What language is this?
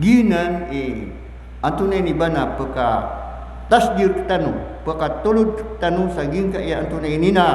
Maranao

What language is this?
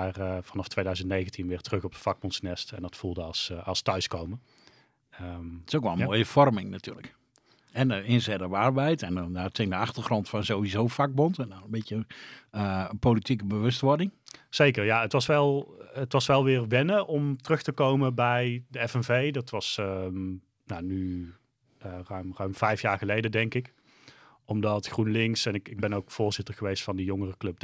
Dutch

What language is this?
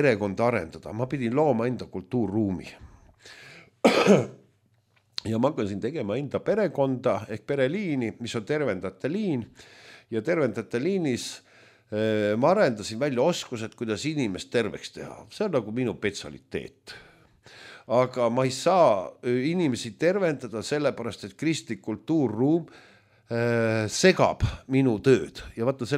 Estonian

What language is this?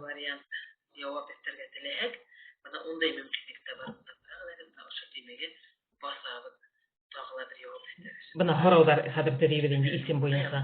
Bashkir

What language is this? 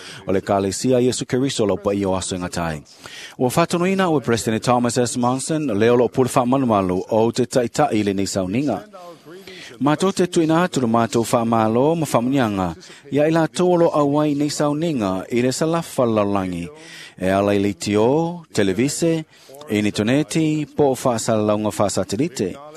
Samoan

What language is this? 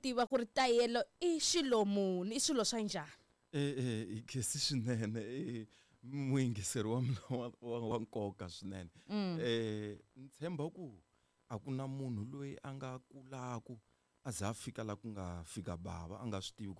Tsonga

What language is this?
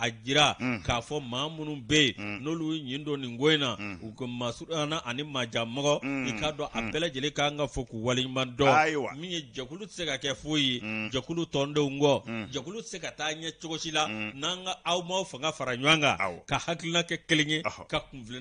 Bambara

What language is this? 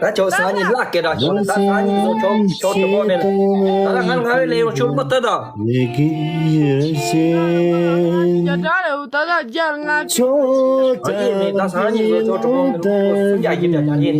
Tibetan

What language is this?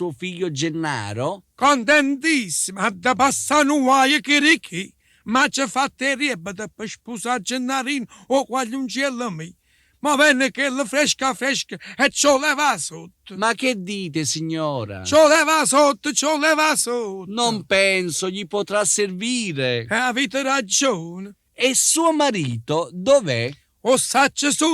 Neapolitan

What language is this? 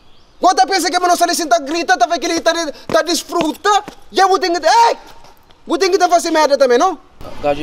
Kabuverdianu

